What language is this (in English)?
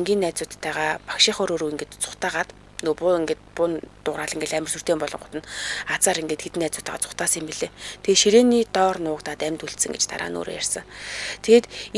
Mongolian